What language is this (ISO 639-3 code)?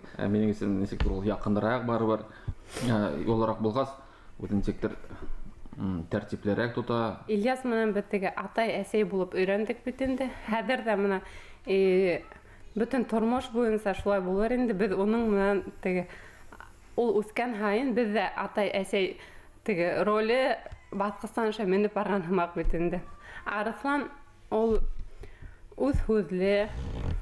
bak